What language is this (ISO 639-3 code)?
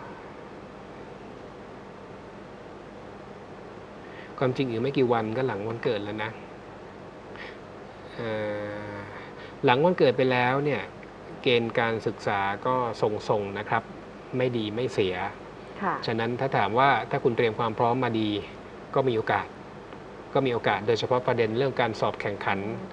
tha